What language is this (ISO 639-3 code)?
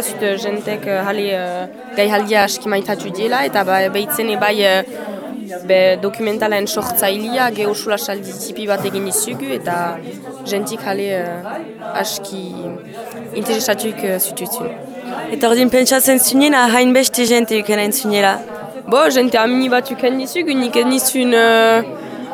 eus